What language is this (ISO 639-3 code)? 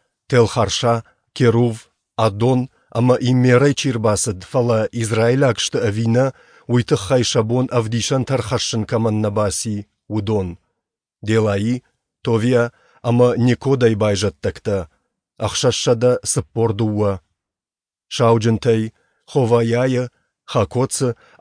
oss